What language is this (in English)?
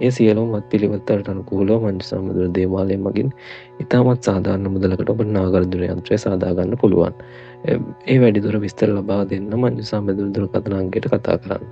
Sinhala